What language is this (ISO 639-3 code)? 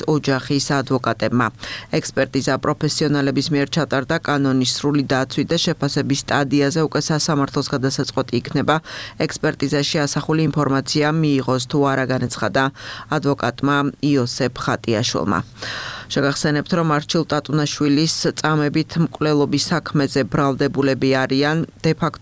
kat